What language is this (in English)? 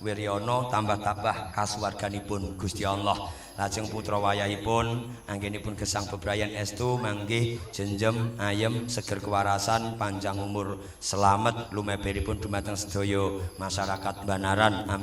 Javanese